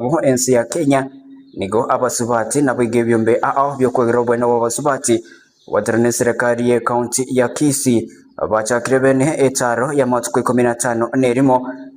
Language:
Gusii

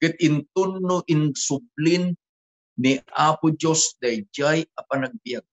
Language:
Iloko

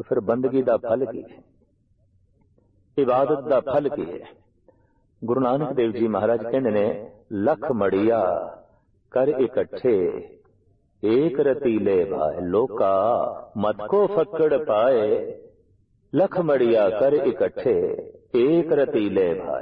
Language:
Punjabi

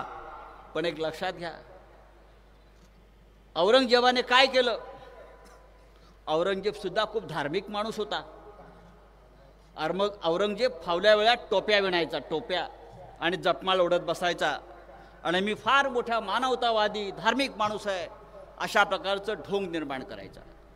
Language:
Marathi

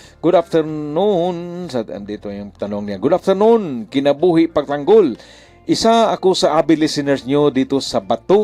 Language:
Bikol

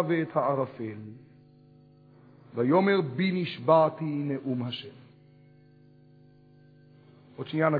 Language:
Hebrew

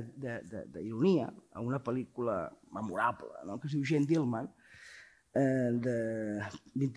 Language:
Catalan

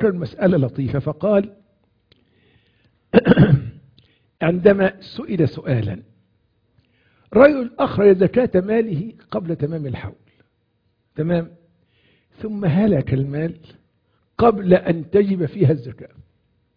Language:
Arabic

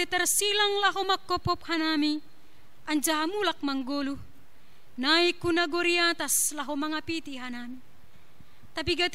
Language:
Batak Simalungun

